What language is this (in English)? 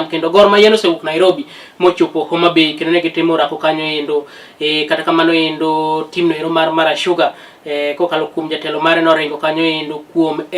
Luo (Kenya and Tanzania)